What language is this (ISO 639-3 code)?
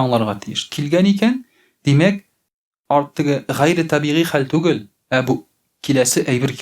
tat